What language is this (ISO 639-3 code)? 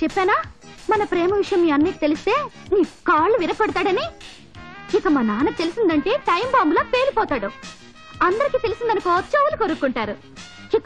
tel